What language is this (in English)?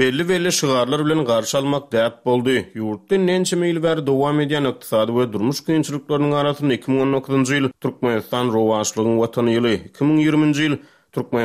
Turkmen